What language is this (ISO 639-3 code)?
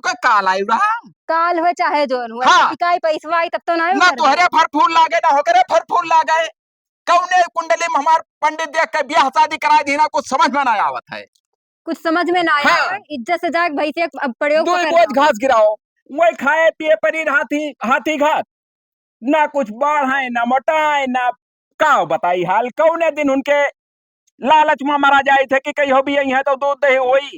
awa